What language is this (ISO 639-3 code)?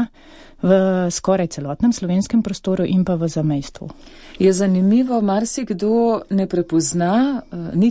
slv